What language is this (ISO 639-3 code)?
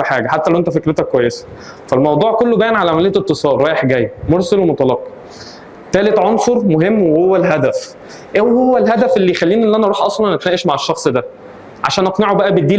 arz